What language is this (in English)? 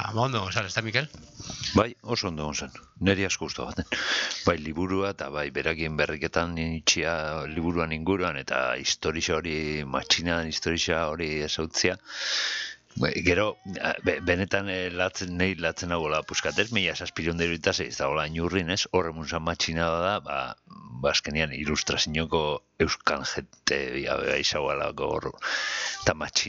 Basque